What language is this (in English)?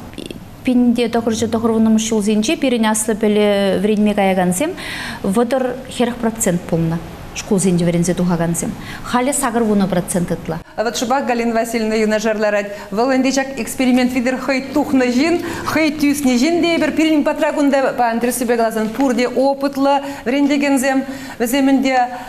Chuvash